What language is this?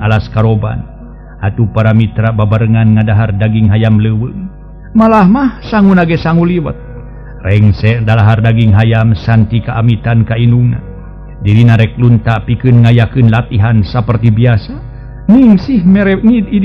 Sundanese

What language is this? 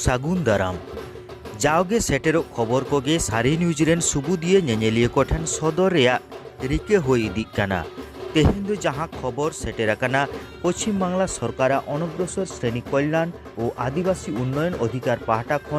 Santali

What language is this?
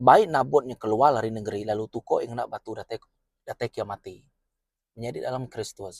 Iban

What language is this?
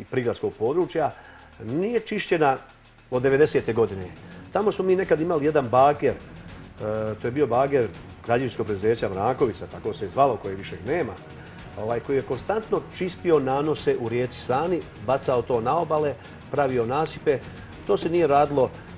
Serbian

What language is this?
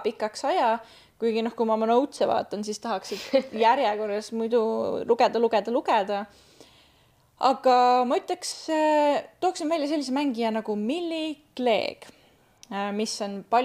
Estonian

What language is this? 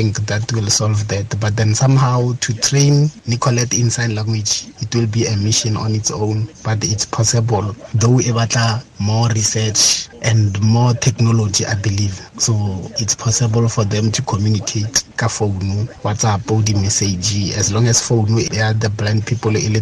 Tswana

